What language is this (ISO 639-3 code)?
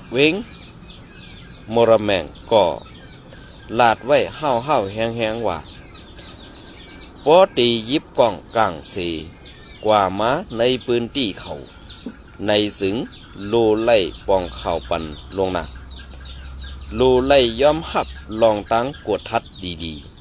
shn